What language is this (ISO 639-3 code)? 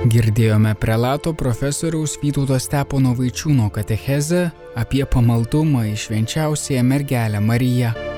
lit